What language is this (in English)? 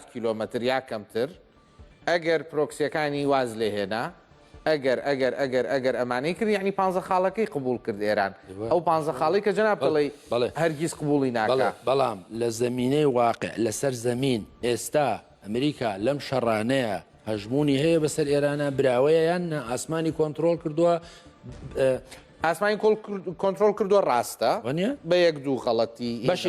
Central Kurdish